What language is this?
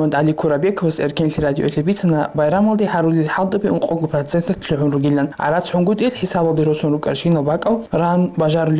Avaric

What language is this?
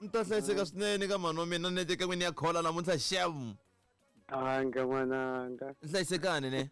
Tsonga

